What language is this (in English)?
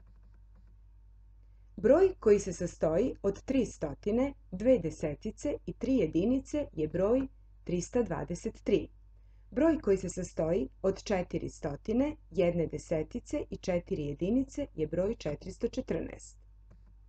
Croatian